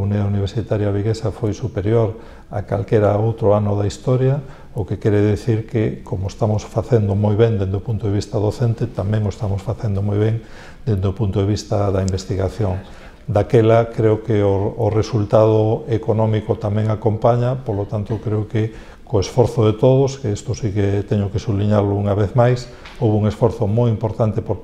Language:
Galician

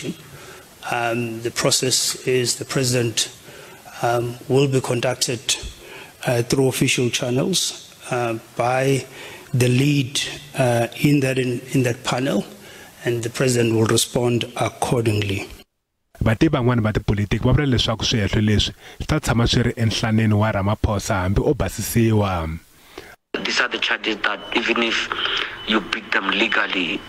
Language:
Tsonga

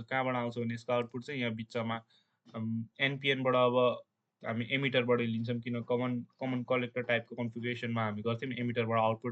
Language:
Nepali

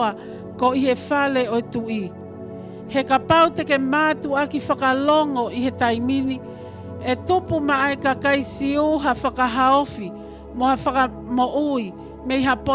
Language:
Tongan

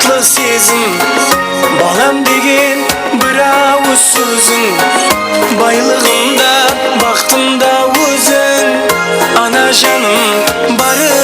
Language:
Kara-Kalpak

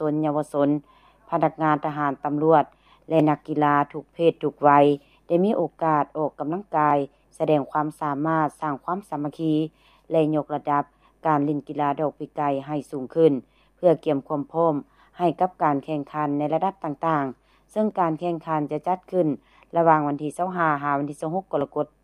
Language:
Lao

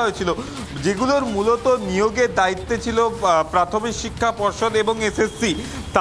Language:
Bangla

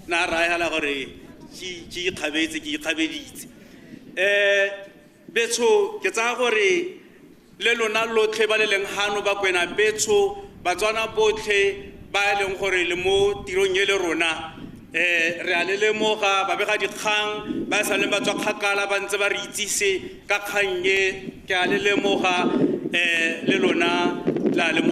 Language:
Tswana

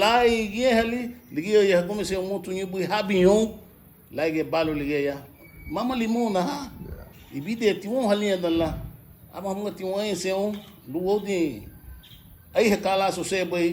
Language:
Garifuna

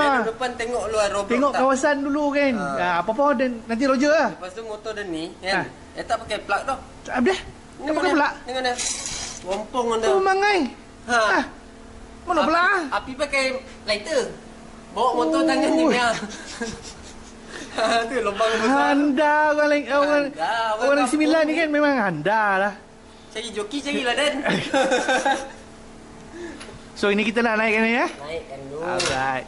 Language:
Malay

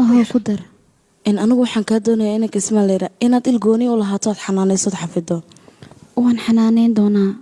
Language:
Somali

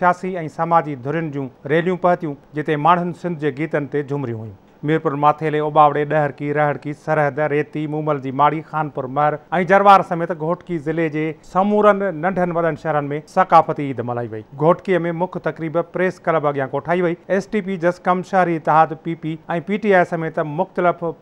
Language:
Sindhi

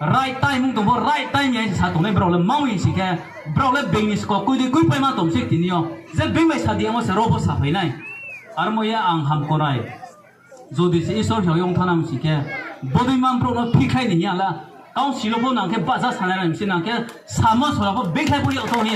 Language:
Riang (India)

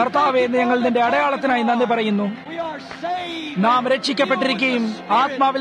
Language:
Malayalam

